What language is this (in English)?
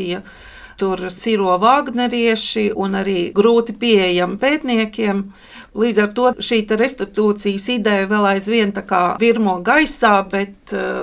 Latvian